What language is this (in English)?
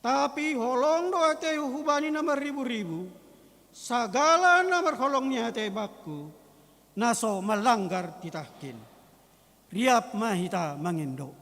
Batak Simalungun